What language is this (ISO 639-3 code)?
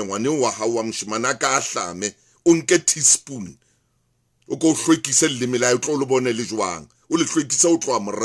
sot